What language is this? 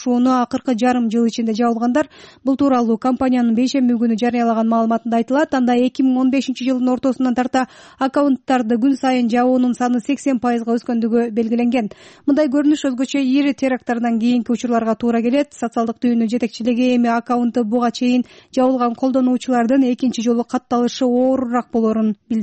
Kyrgyz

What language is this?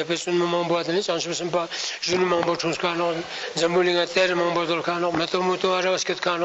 Ladakhi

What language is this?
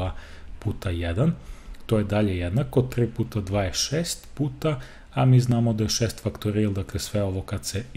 Serbian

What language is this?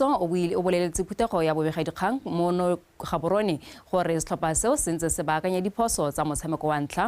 Tswana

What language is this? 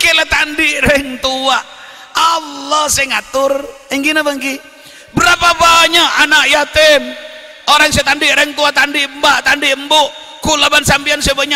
Madurese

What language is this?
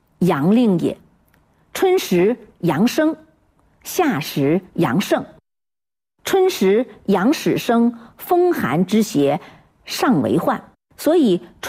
Chinese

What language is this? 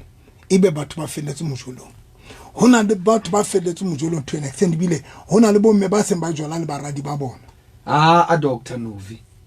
Southern Sotho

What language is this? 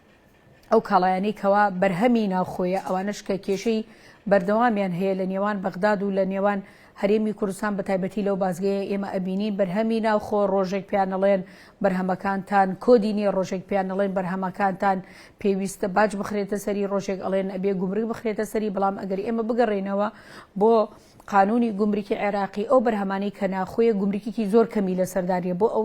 Central Kurdish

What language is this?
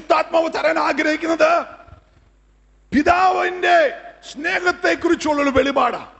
Malayalam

